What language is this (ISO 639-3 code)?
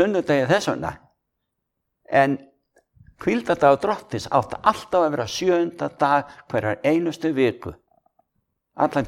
isl